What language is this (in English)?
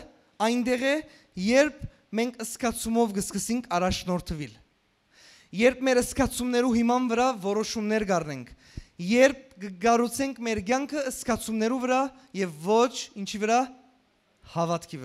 Western Armenian